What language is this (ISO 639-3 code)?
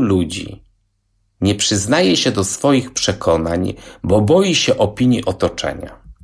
pol